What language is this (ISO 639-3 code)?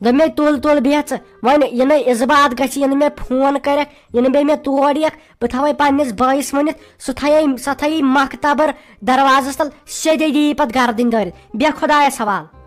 kas